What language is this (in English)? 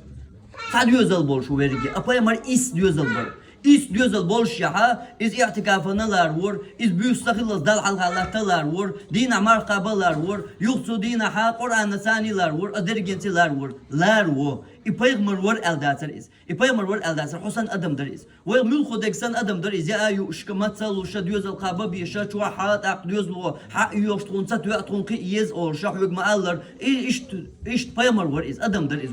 Chechen